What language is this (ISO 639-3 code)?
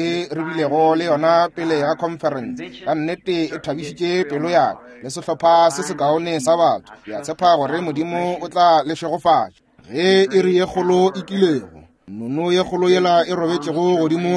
nso